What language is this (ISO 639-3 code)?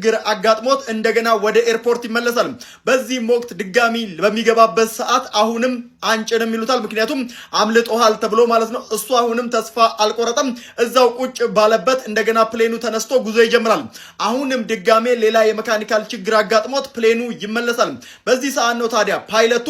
amh